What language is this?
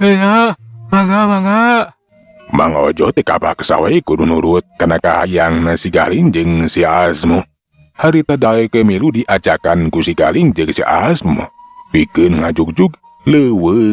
Sundanese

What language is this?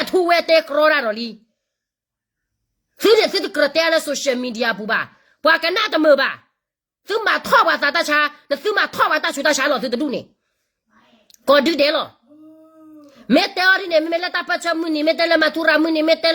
S'gaw Karen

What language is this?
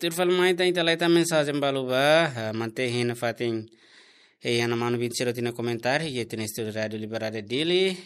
Tetum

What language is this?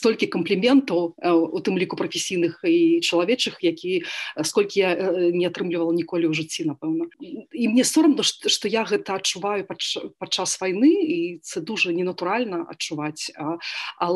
Belarusian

